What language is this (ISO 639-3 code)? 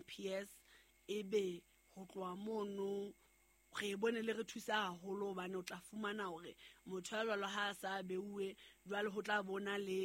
sot